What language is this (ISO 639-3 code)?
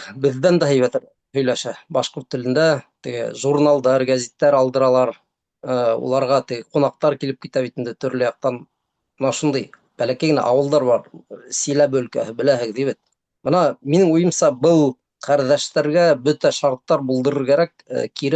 bak